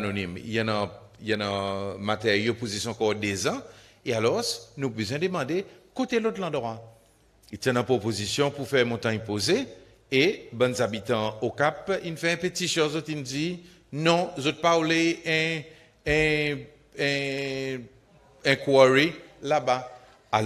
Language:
Seselwa Creole French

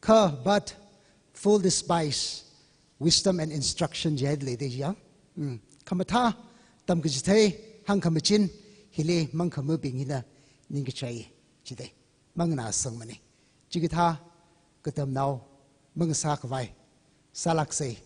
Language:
Tangkhul Naga (India)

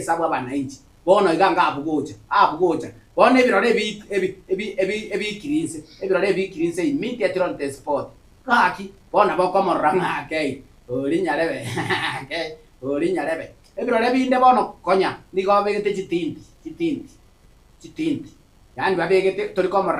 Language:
Gusii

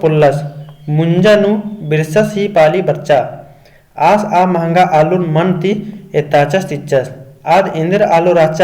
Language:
Kurukh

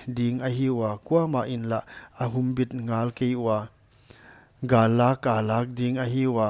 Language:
Paite Chin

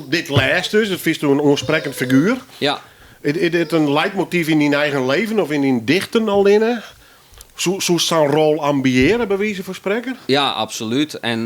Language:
Western Frisian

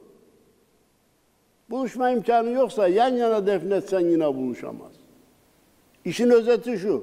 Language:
Turkish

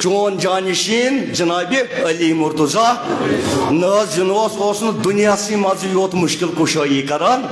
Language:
Kashmiri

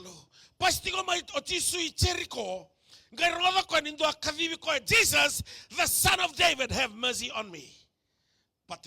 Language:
Fijian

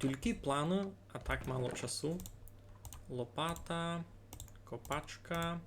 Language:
Rusyn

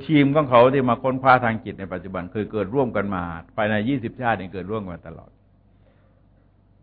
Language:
Thai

